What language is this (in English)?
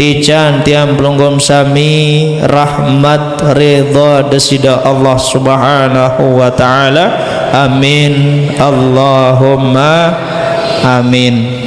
Sasak